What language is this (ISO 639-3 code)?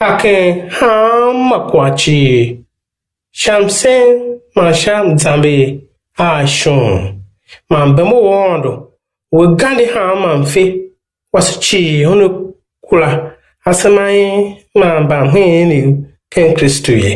tiv